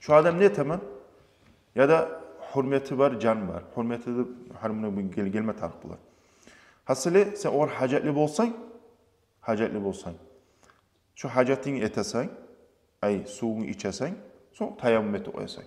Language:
Kumyk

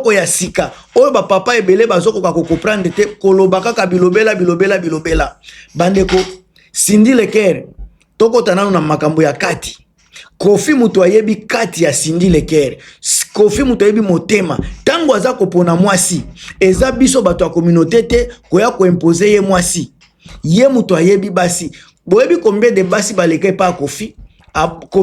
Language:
Lingala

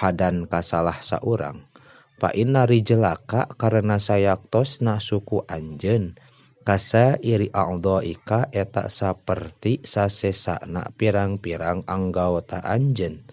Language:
Sundanese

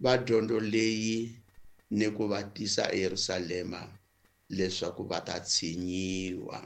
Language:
Tsonga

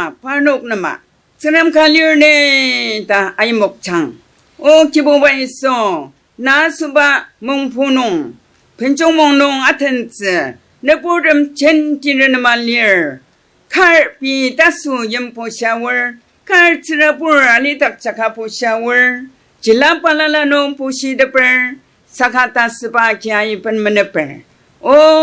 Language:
Ao Naga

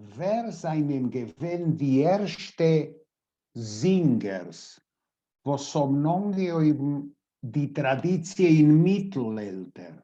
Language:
Yiddish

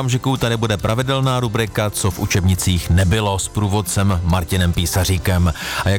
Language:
Czech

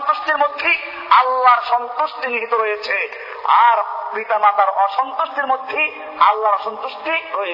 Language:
Bangla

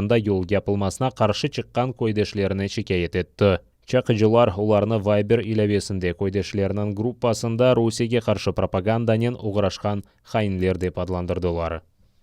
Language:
Crimean Tatar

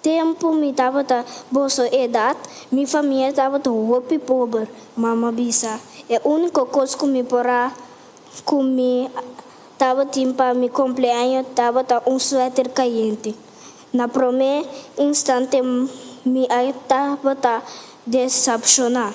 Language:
Papiamento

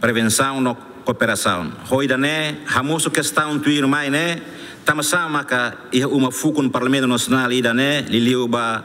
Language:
Tetum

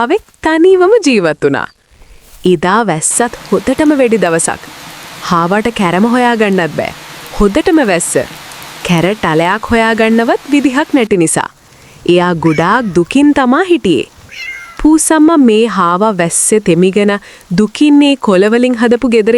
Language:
Sinhala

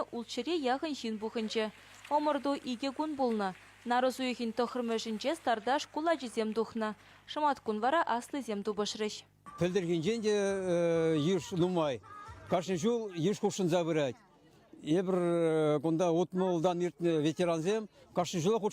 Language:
Chuvash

